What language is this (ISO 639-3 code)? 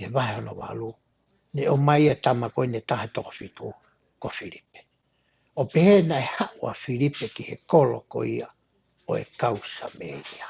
ton